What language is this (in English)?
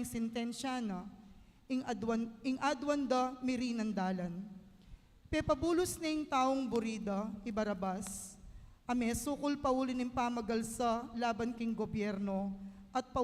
Pampanga